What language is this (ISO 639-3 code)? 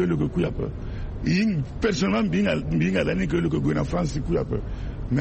sag